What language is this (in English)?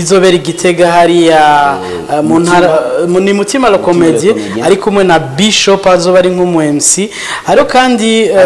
Rundi